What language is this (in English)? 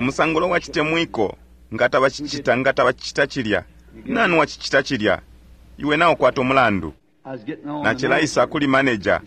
Bemba